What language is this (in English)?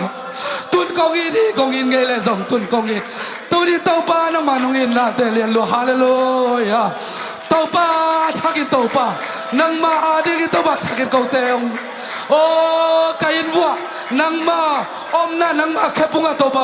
Tedim Chin